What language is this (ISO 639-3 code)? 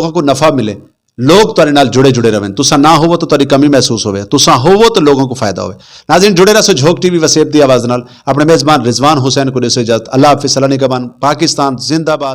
skr